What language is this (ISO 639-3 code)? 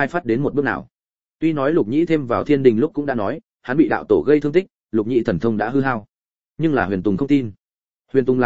vie